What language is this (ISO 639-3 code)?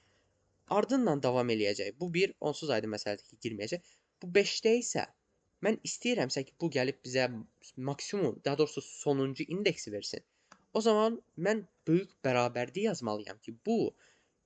aze